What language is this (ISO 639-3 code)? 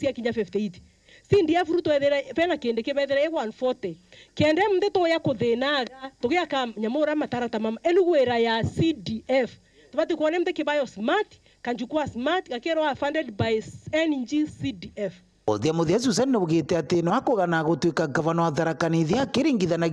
mer